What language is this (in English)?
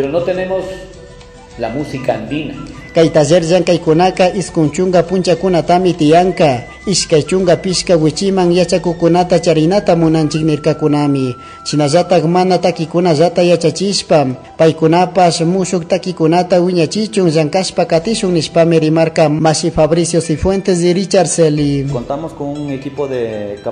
Chimborazo Highland Quichua